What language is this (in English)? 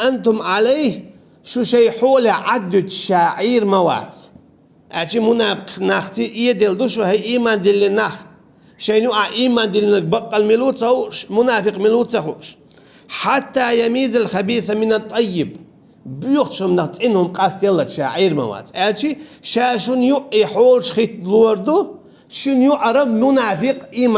Chechen